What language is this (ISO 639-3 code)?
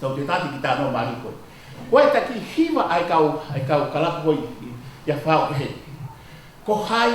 ton